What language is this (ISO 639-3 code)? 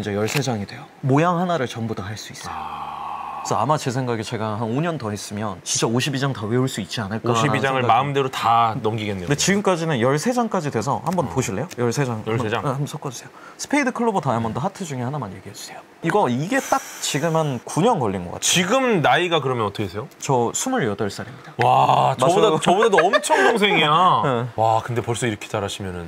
kor